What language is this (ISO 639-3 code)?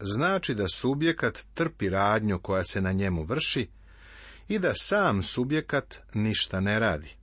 srp